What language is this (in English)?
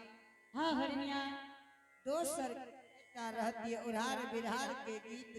Angika